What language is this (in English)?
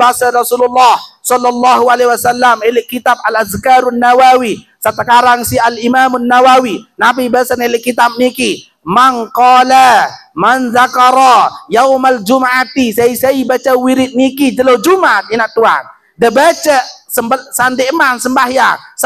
Sasak